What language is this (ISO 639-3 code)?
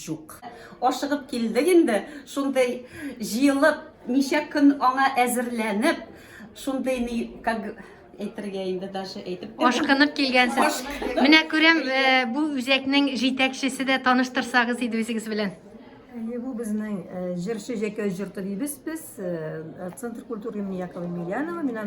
tat